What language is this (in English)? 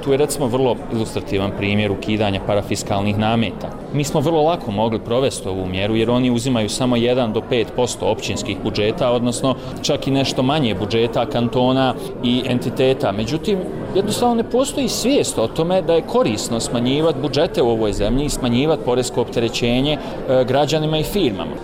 Bosnian